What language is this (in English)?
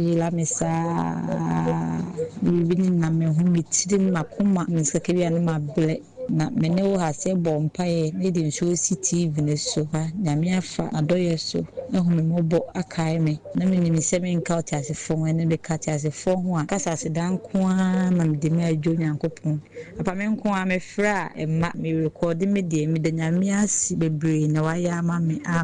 Akan